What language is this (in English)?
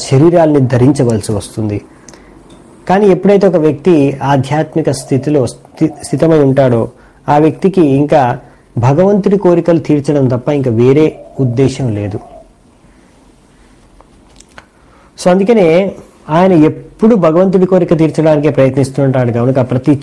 Telugu